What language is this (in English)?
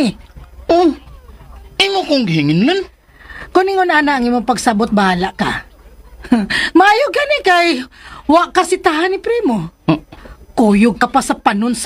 Cebuano